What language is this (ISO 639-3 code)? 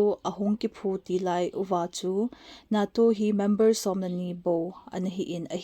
tcz